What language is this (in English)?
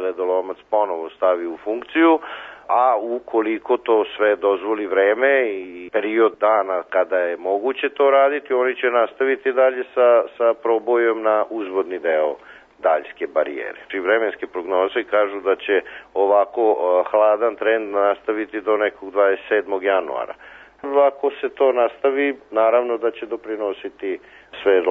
Serbian